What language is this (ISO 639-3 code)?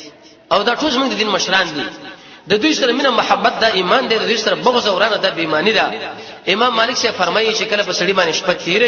pus